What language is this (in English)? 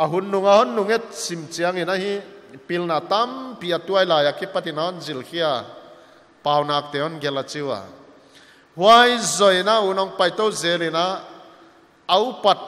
Paite Chin